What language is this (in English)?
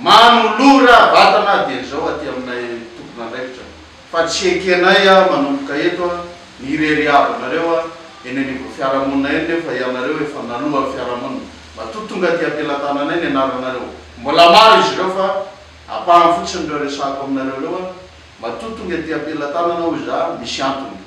Malagasy